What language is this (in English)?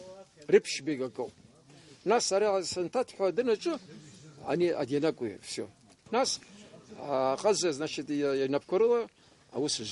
Abkhazian